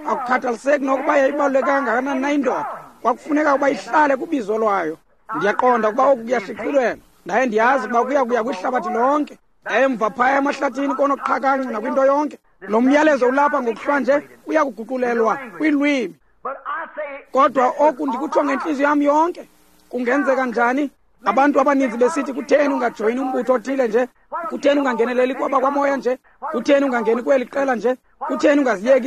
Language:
Xhosa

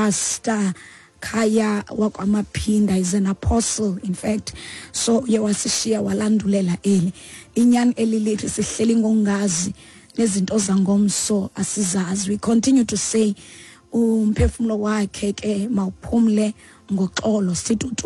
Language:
Xhosa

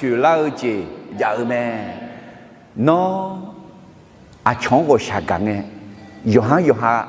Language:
Akha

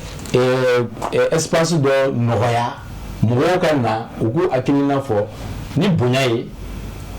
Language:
Bambara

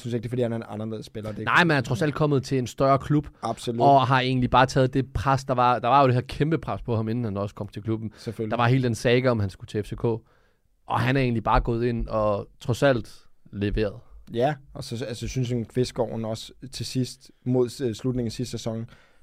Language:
Danish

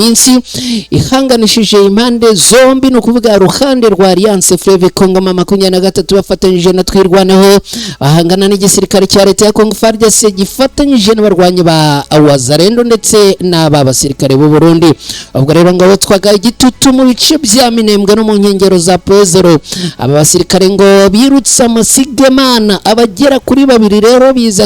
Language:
Kinyarwanda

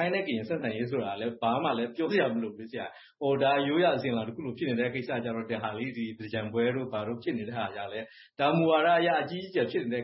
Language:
Burmese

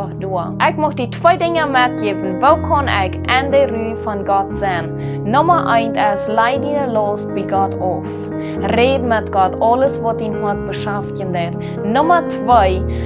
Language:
Plautdietsch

